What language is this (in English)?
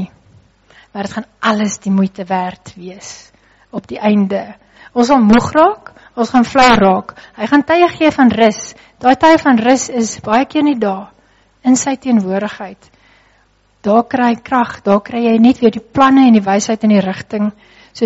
Afrikaans